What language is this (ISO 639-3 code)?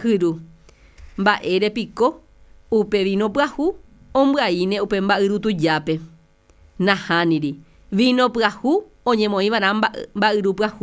grn